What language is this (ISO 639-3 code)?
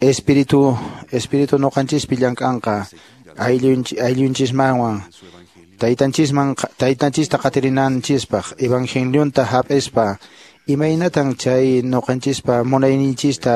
que